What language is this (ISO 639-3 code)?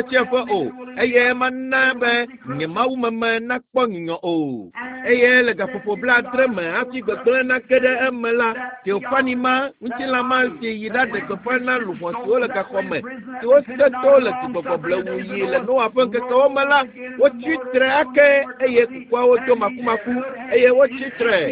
ewe